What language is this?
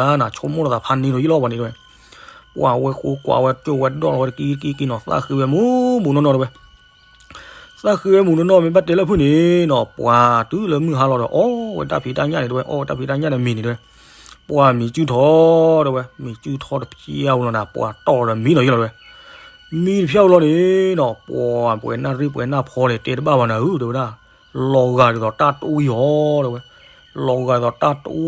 S'gaw Karen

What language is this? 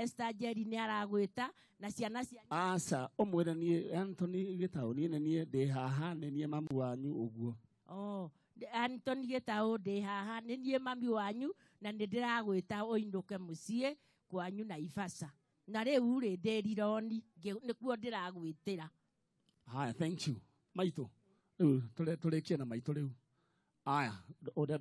Kikuyu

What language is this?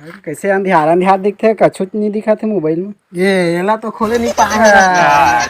Chhattisgarhi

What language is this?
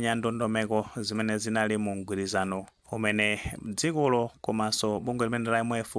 Nyanja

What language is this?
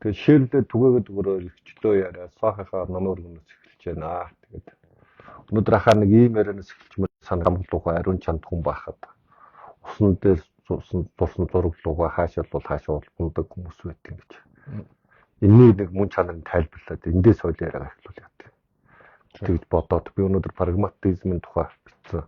Mongolian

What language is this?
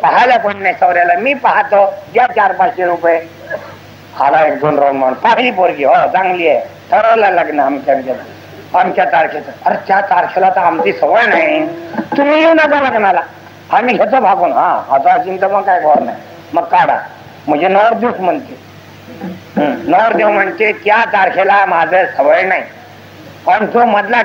Marathi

